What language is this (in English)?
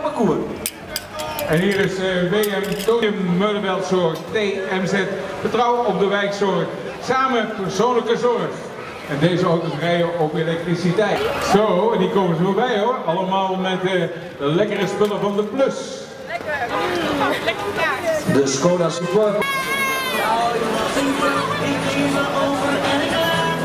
Dutch